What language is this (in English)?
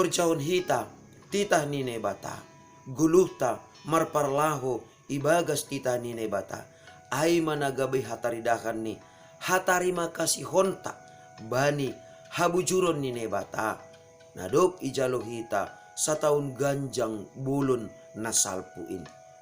Batak Simalungun